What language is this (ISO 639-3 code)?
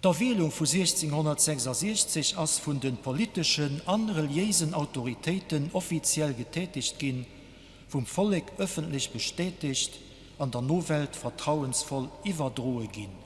ltz